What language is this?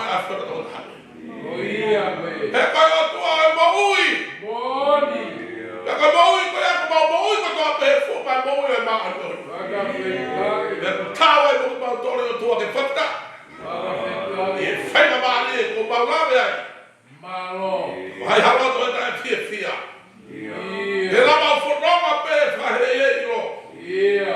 Tongan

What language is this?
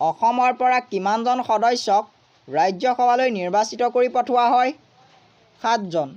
Assamese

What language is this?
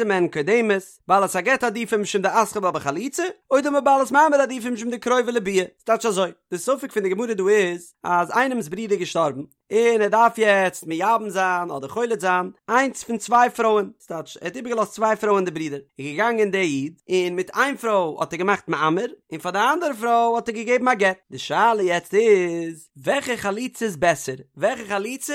Yiddish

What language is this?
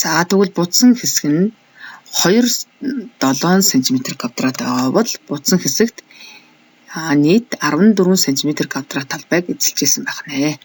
Mongolian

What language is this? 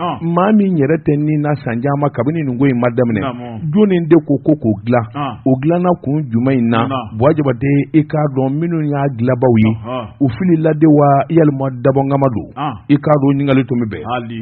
Bambara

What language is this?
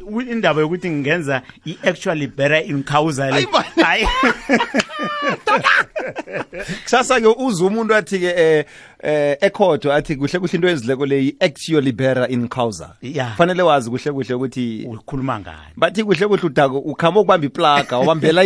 South Ndebele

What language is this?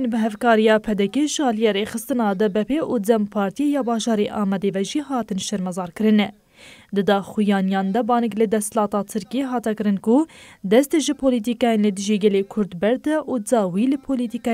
Kurdish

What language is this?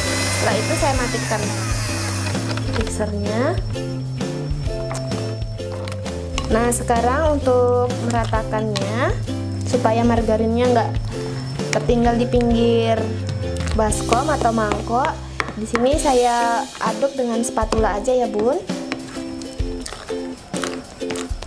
Indonesian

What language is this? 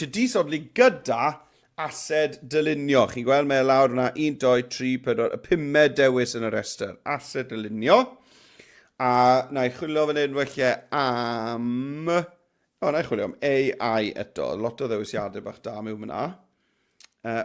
Welsh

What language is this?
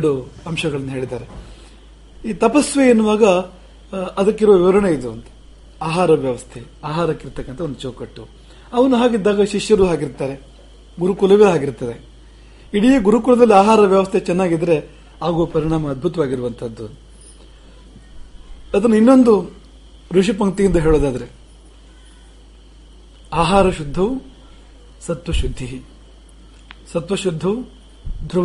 Kannada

